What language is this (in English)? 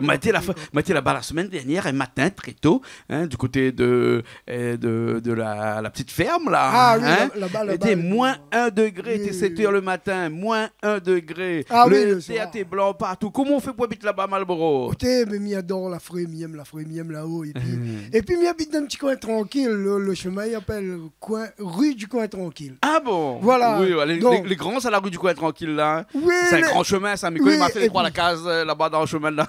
Réunion Creole French